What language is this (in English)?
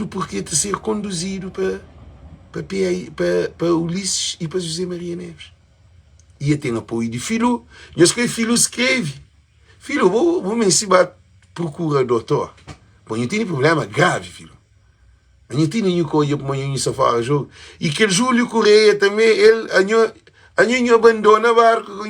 Kabuverdianu